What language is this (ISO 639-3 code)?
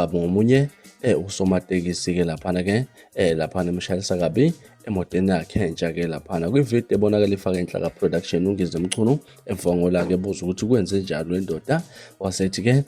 zul